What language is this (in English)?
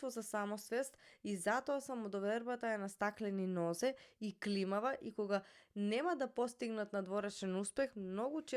Macedonian